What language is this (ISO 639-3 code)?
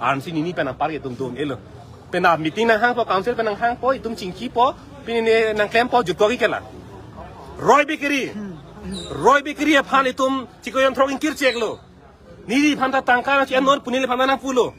mjw